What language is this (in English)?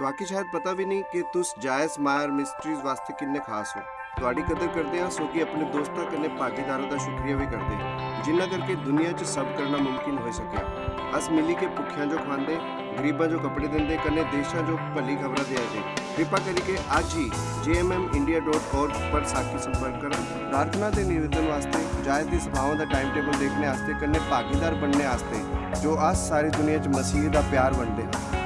Dogri